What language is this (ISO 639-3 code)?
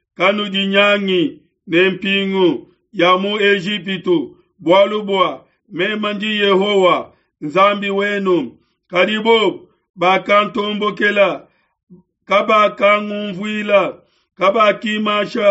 lua